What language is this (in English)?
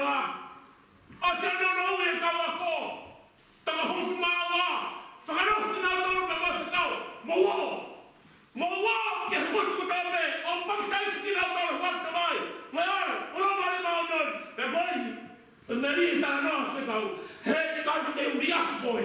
Tongan